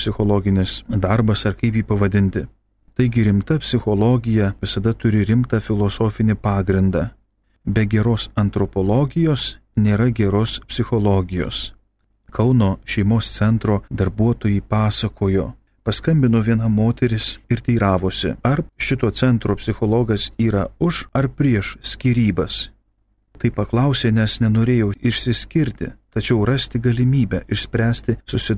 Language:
Lithuanian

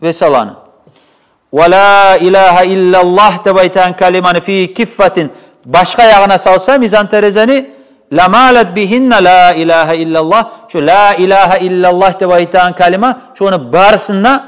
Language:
Kumyk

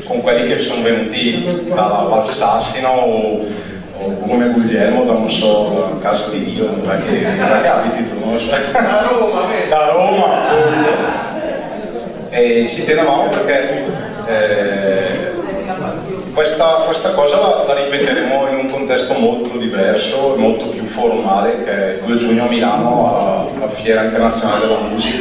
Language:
Italian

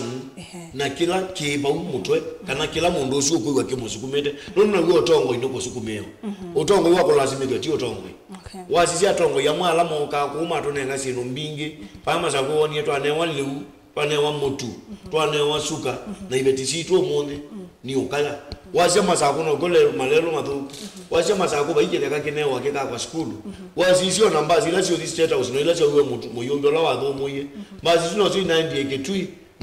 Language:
Kamba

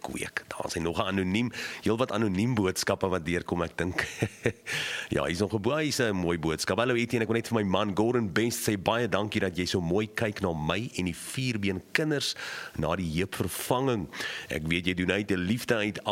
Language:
Afrikaans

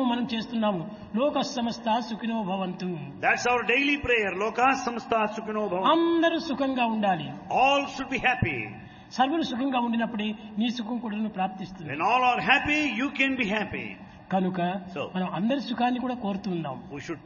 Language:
Telugu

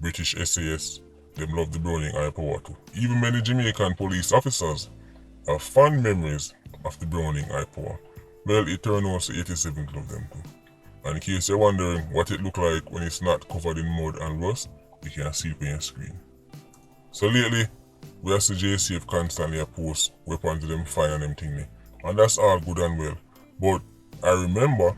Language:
Jamaican Creole English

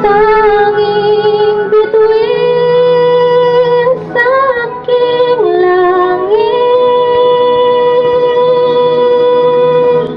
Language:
Bikol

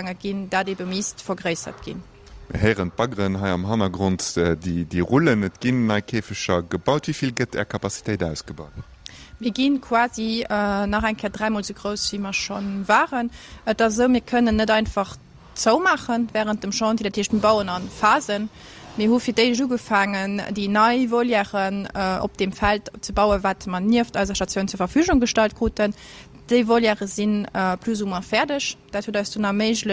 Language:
Luxembourgish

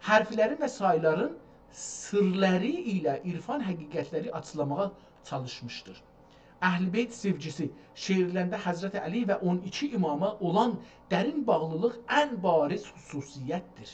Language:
South Azerbaijani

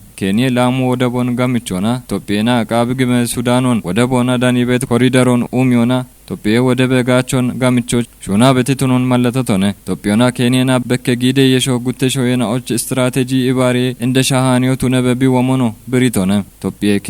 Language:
Kafa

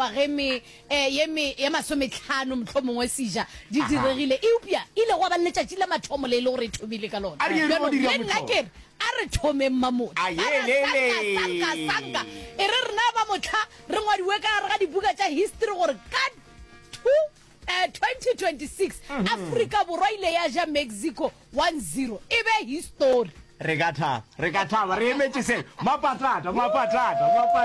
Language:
Northern Sotho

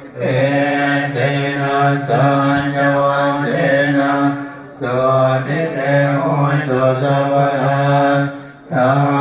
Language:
Pali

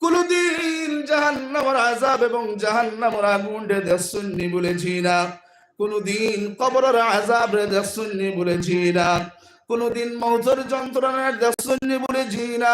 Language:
Sylheti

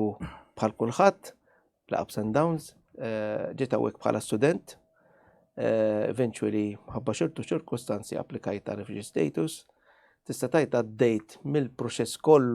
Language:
Maltese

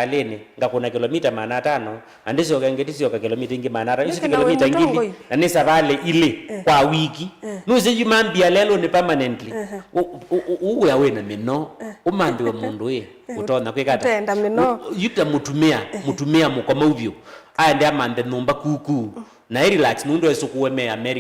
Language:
Kamba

